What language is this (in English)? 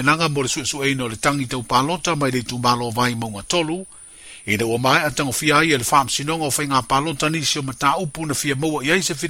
Samoan